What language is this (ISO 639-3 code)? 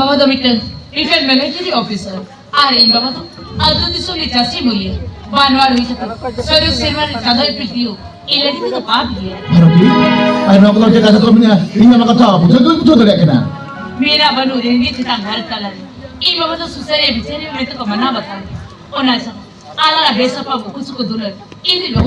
sat